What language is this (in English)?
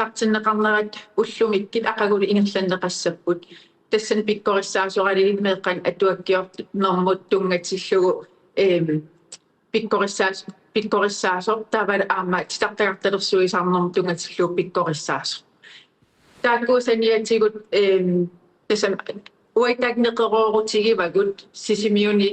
Kalaallisut